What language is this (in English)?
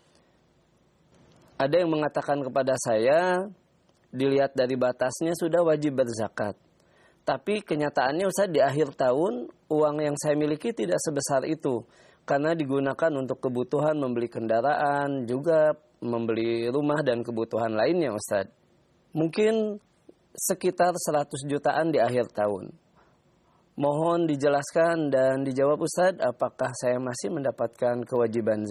Indonesian